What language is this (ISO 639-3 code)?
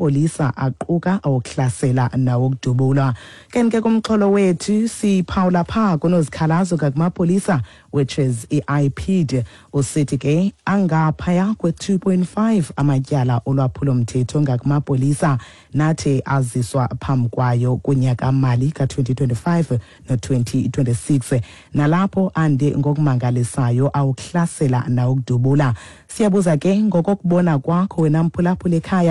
xho